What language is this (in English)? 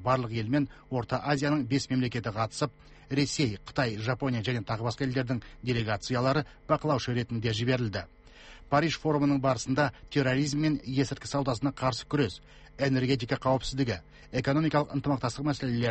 Kazakh